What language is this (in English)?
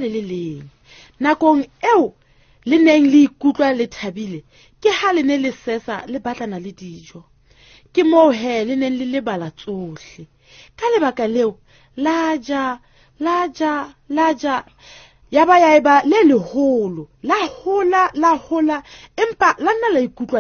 Southern Sotho